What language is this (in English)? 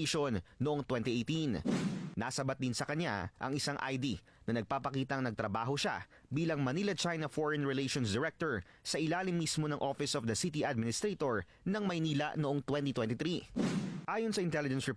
Filipino